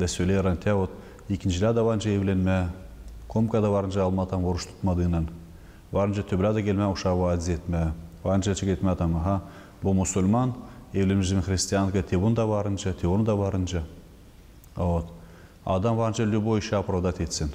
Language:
Gagauz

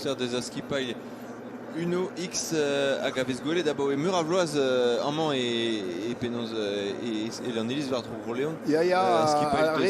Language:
Breton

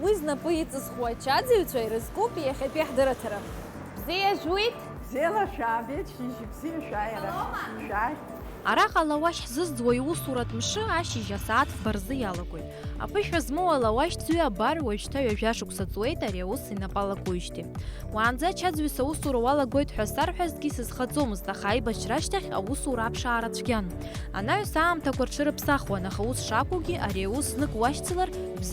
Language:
Abkhazian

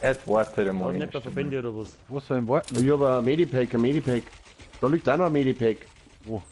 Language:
Bavarian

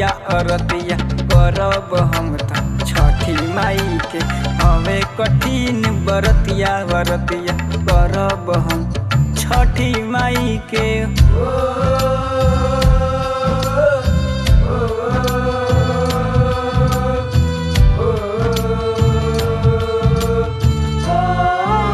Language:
Bhojpuri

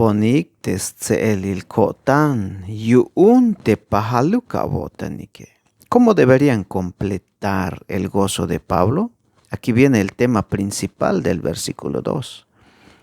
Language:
Tzeltal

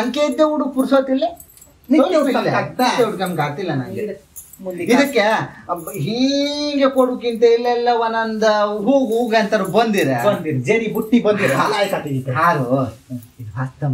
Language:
Kannada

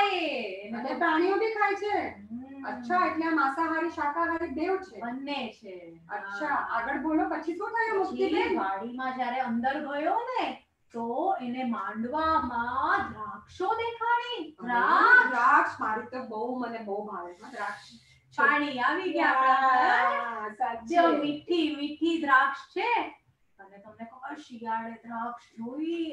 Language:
Gujarati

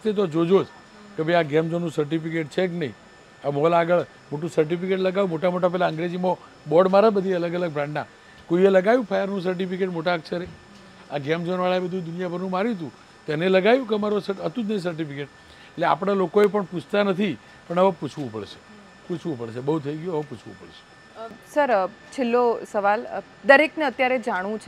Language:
Gujarati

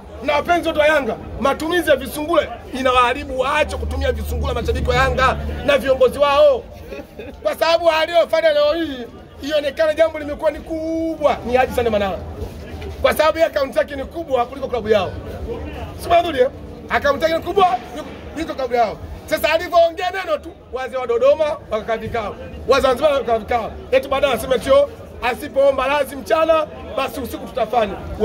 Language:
Swahili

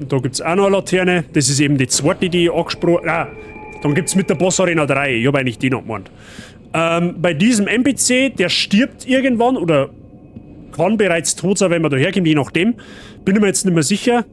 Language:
Bavarian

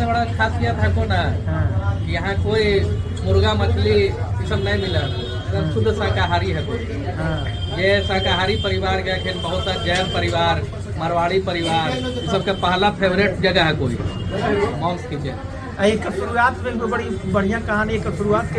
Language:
Magahi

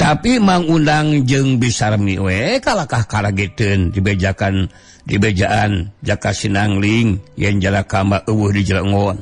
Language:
Sundanese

